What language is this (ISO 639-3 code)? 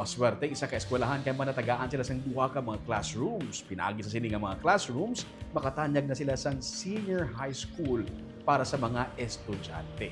hil